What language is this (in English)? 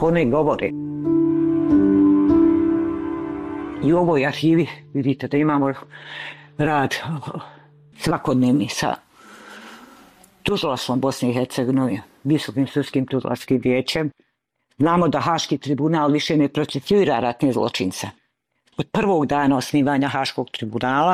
Bosnian